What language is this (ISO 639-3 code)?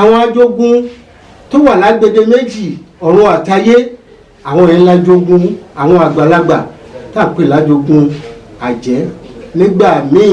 yor